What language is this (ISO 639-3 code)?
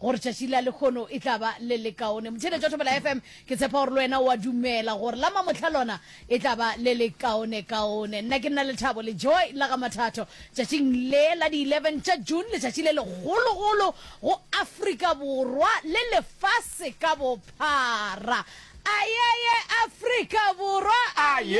nso